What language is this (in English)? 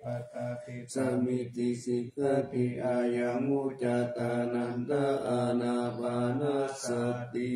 Pali